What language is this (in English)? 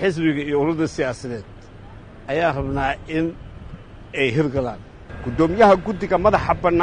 Somali